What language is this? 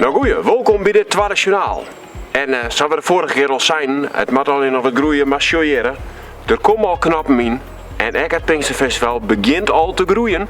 Western Frisian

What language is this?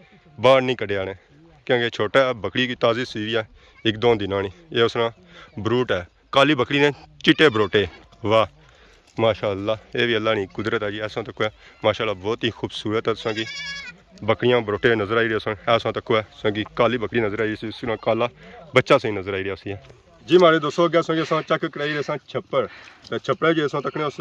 Pahari-Potwari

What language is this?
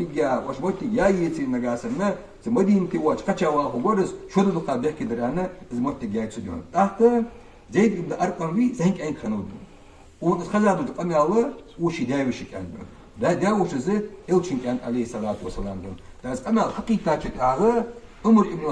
Ingush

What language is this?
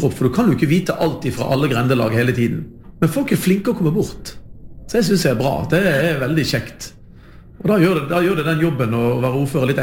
Norwegian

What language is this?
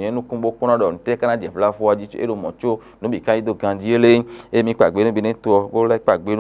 Fon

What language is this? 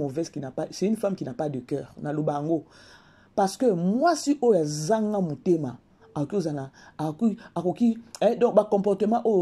Lingala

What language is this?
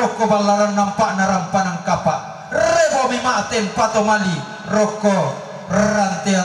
Toraja-Sa'dan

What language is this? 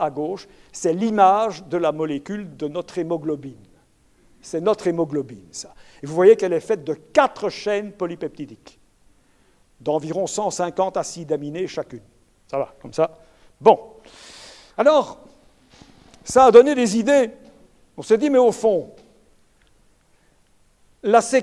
French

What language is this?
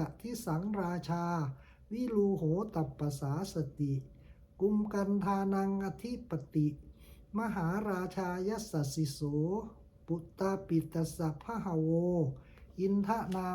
Pali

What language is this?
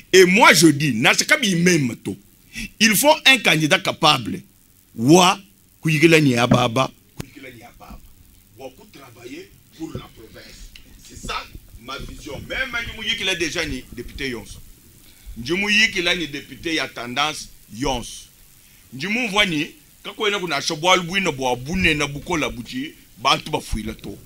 Luba-Lulua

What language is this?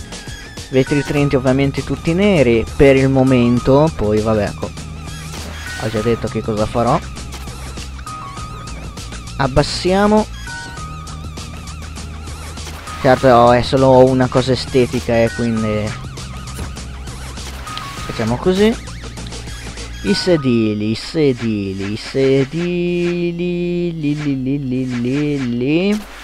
Italian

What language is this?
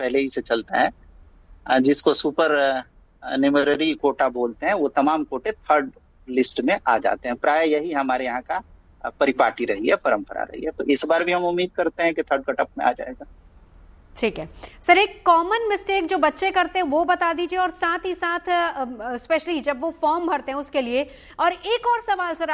Hindi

